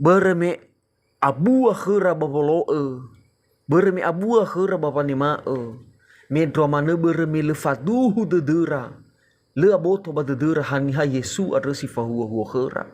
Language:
Nias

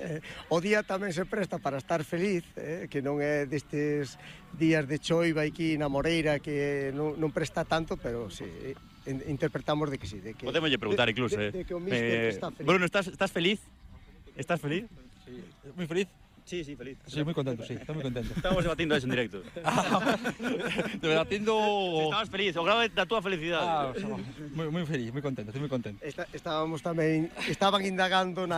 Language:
Galician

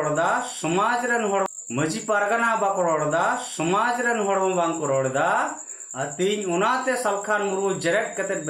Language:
Santali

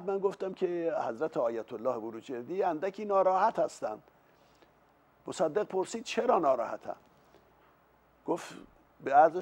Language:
Persian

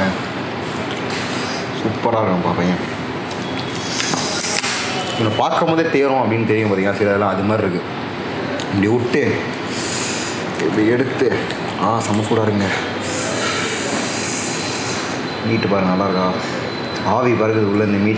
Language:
Tamil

